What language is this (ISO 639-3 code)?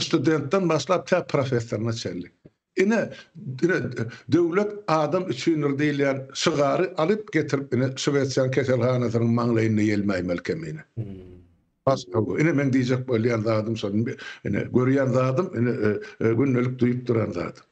tuk